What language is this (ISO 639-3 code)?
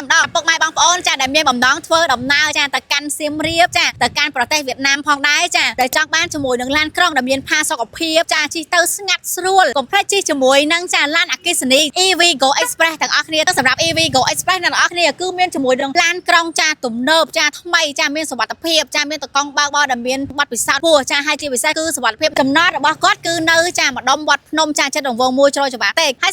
khm